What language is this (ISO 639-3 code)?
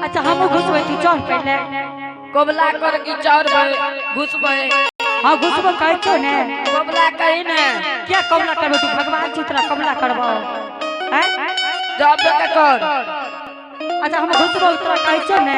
anp